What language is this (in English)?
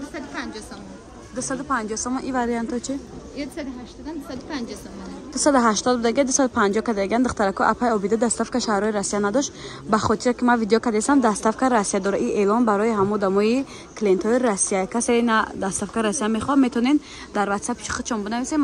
Tajik